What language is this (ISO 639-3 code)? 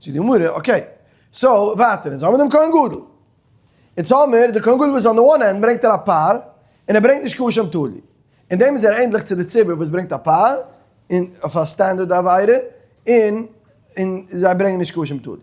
yid